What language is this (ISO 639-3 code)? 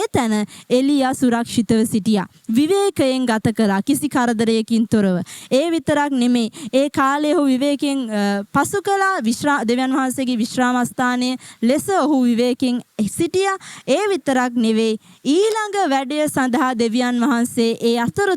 sin